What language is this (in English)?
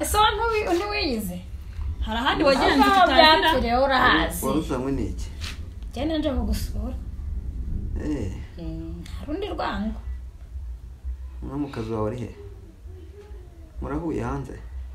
Kinyarwanda